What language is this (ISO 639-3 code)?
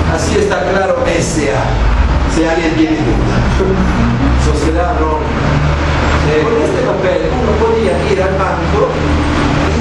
spa